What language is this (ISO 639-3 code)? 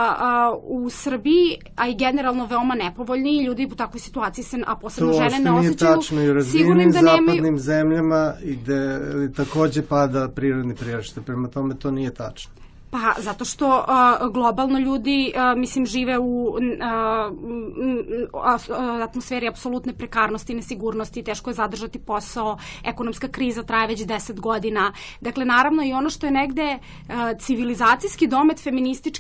srp